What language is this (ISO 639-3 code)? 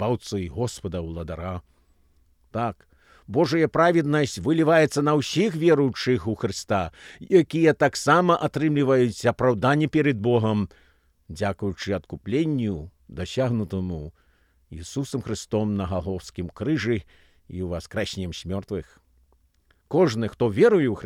bel